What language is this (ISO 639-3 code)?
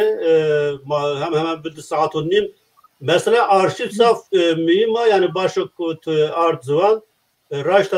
zza